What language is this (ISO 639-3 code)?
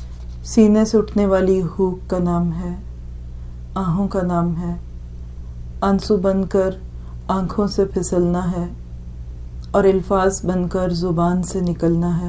urd